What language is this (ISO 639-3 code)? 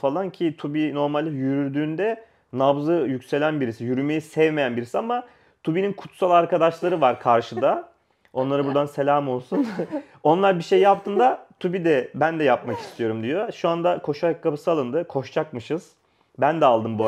tur